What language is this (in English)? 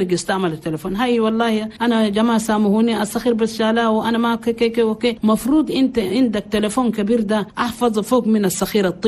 Chadian Arabic